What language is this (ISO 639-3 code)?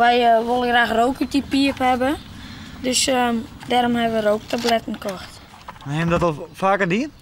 fry